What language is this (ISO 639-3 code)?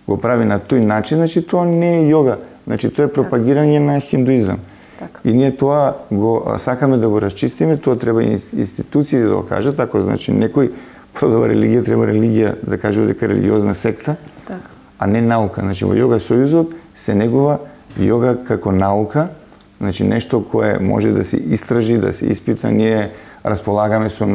mkd